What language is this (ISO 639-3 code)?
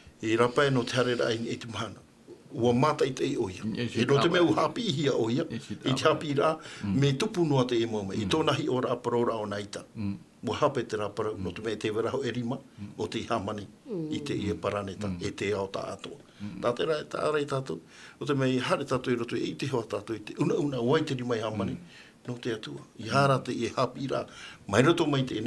tah